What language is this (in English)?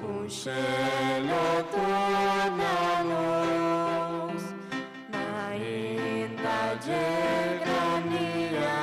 Papiamento